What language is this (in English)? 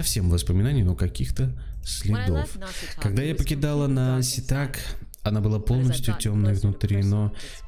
Russian